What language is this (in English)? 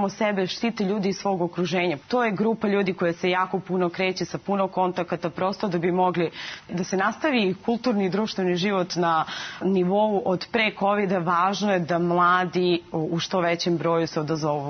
Serbian